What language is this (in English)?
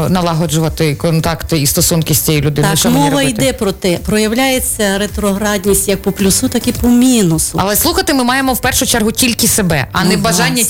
Ukrainian